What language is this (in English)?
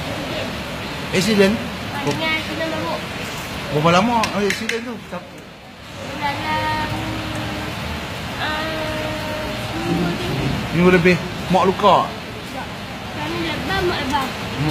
Malay